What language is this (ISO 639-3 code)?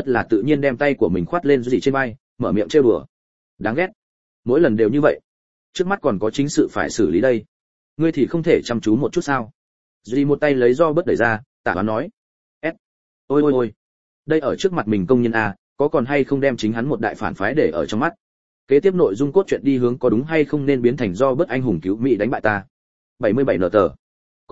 vie